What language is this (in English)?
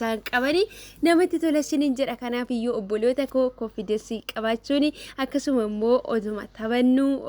Oromo